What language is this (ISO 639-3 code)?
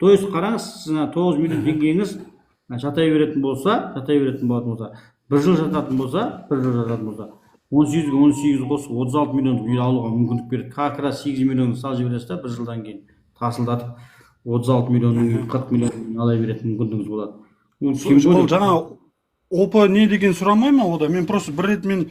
kaz